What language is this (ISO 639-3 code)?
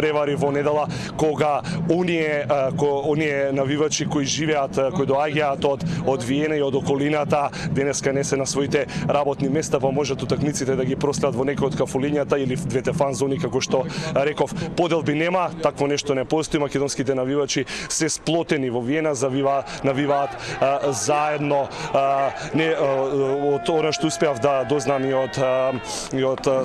mkd